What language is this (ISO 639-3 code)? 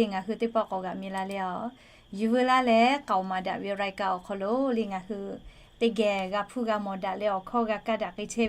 lhu